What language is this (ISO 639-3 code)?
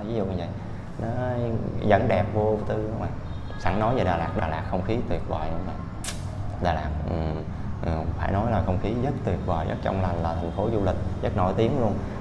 vie